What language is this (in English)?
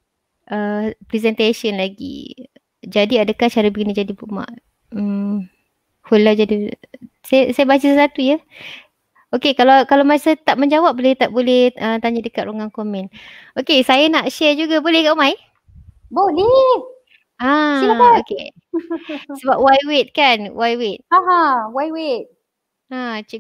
Malay